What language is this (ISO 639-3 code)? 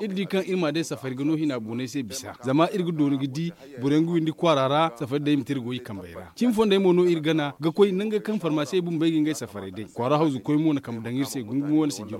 dje